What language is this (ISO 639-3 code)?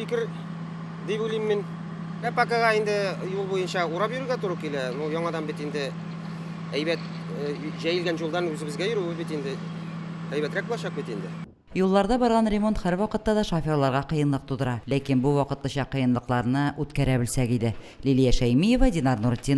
tat